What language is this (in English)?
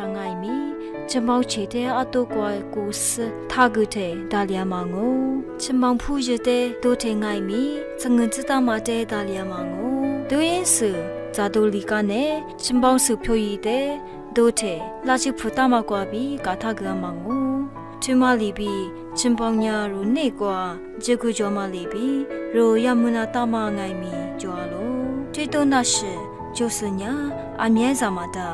Lisu